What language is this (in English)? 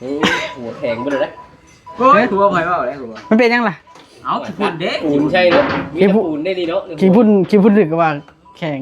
Northeastern Thai